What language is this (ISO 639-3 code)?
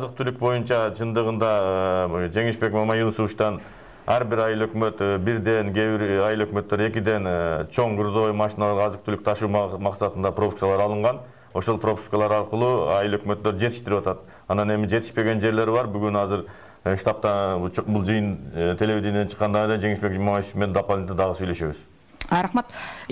kir